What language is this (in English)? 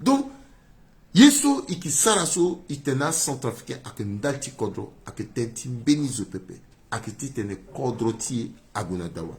Sango